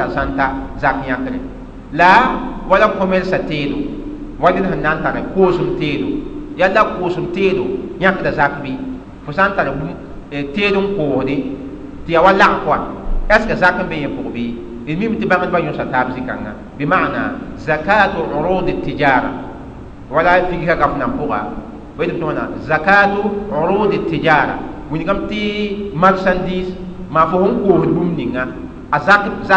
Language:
Mossi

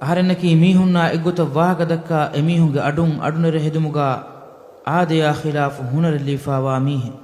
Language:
Divehi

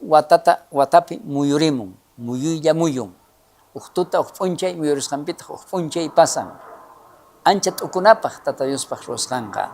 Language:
South Bolivian Quechua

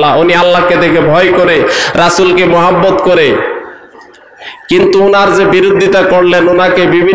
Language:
Bangla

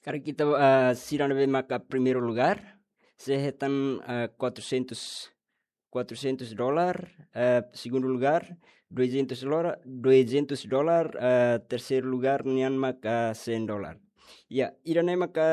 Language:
Tetum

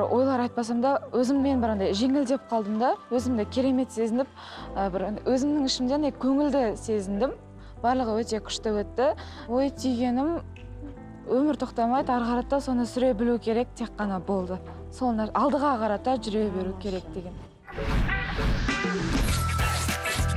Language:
Kazakh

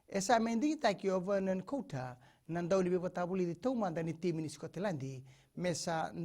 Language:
Fijian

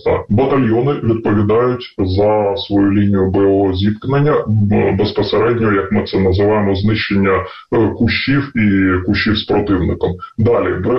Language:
Ukrainian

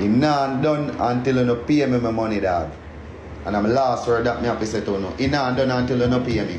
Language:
Jamaican Creole English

